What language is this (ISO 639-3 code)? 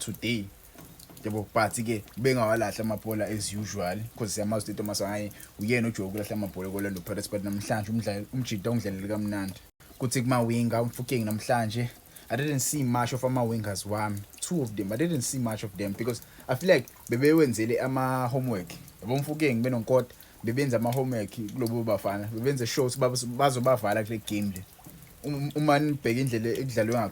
zul